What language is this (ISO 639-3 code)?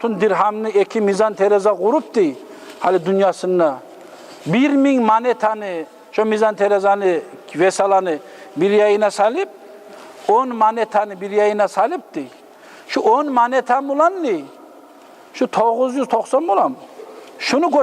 kum